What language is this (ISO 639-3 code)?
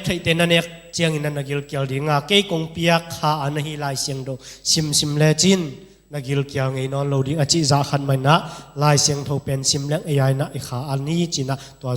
ctd